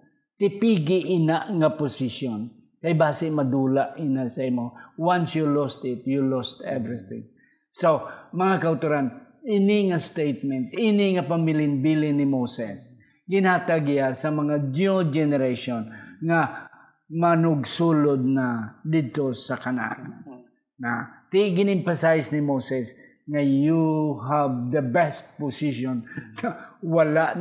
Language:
Hiligaynon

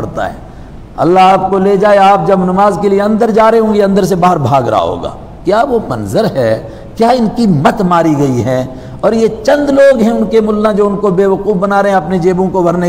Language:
Urdu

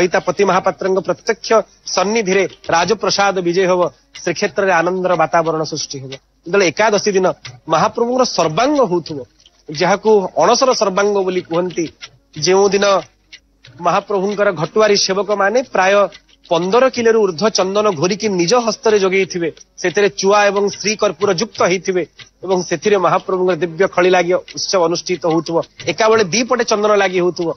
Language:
Odia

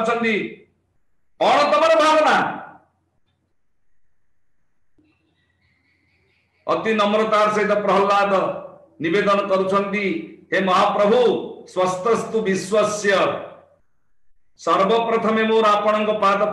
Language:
Odia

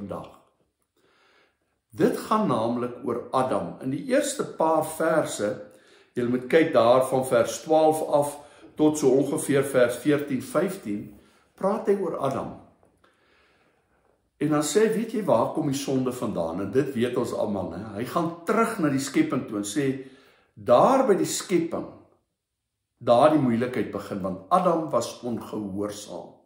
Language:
Afrikaans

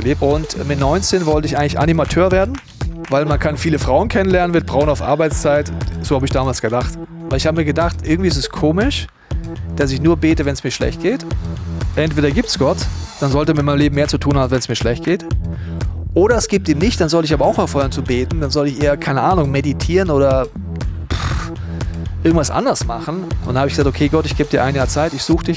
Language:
Swiss German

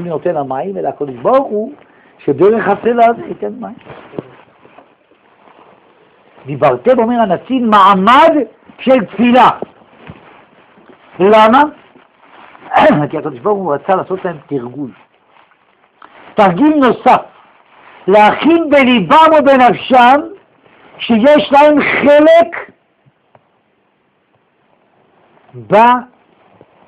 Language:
Hebrew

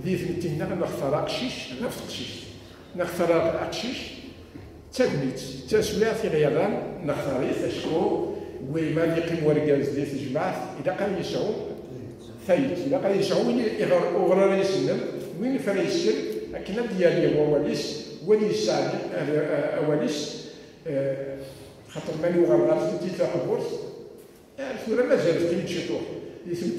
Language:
Kabyle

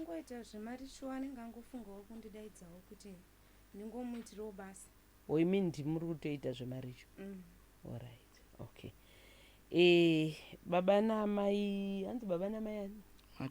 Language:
Shona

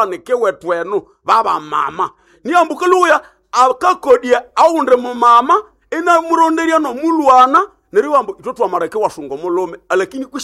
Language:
Nande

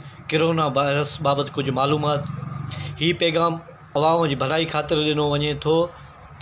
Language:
Sindhi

